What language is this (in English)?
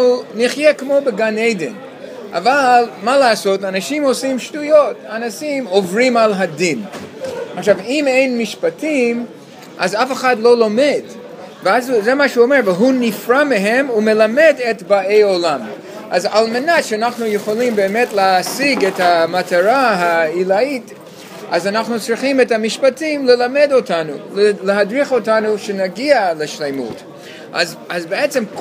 Hebrew